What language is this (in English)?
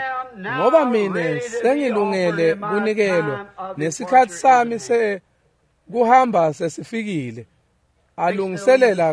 Swati